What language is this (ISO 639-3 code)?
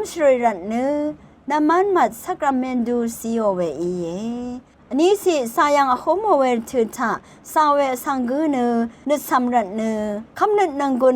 raw